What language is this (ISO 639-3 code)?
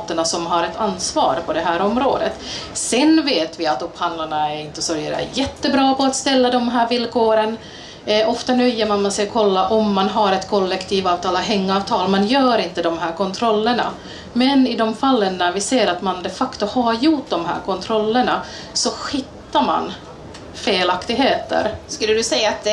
swe